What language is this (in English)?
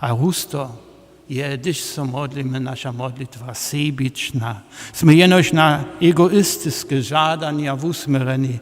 Upper Sorbian